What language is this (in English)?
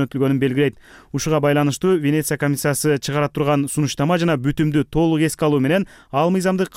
Kyrgyz